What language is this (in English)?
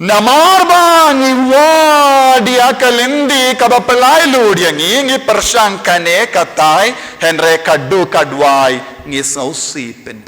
Khasi